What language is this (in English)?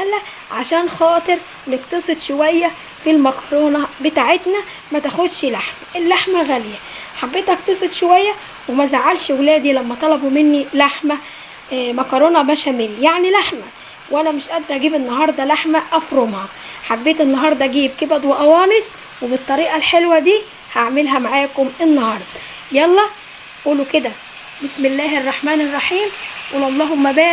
Egyptian Arabic